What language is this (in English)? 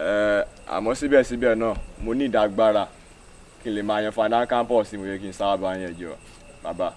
Yoruba